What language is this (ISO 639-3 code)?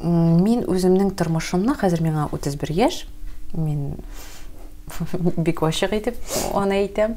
tat